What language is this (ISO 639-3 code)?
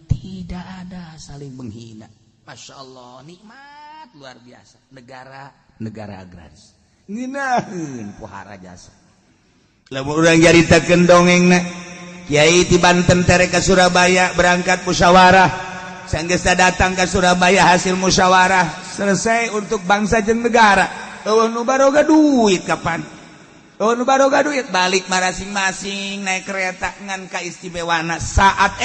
sun